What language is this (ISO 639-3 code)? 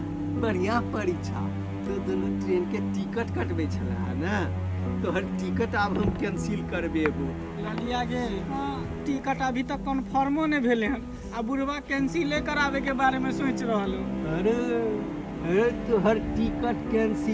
mai